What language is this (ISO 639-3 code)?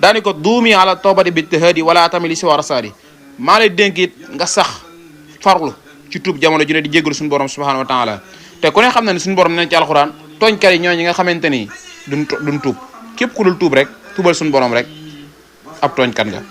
wol